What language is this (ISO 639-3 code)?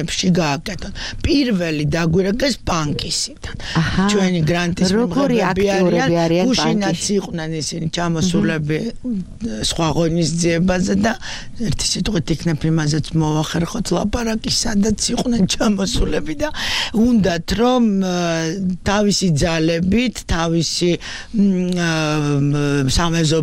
kat